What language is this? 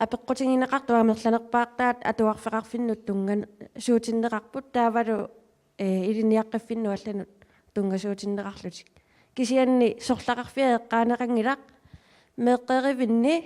Kalaallisut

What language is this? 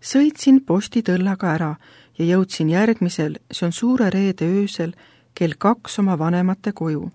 Estonian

